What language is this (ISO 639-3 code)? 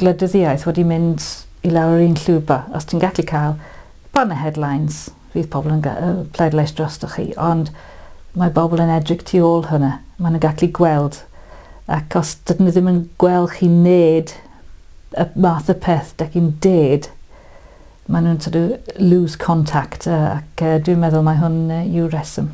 cym